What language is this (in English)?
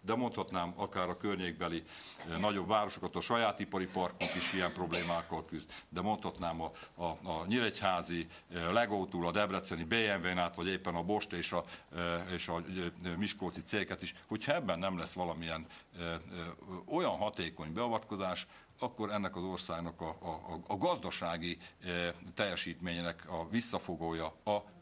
Hungarian